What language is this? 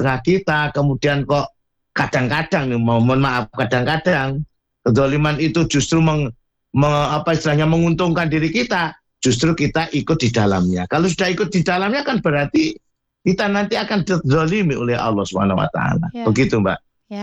Indonesian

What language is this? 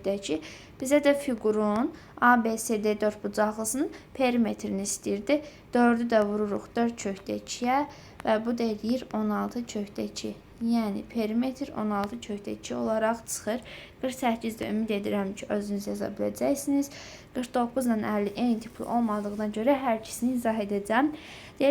Azerbaijani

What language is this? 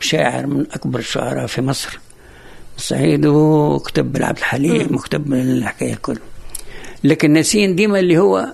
Tunisian Arabic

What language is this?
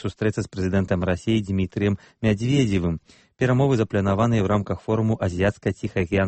Belarusian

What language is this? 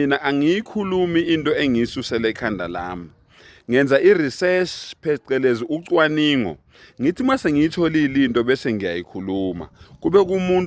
Zulu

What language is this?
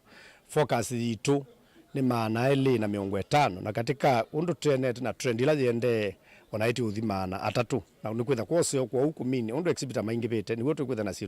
Kamba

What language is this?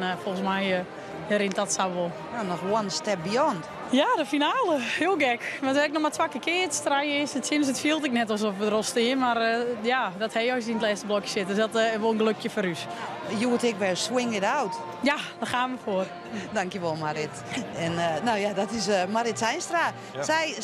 Western Frisian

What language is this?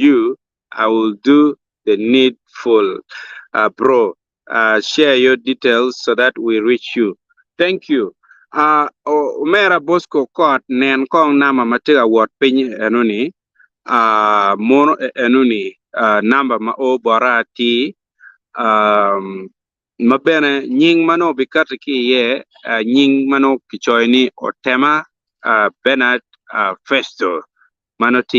Acoli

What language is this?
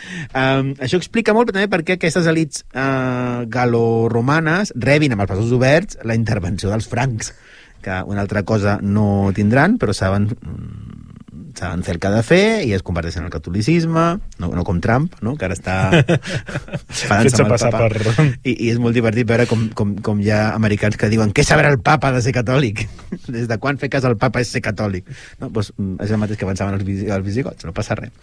Catalan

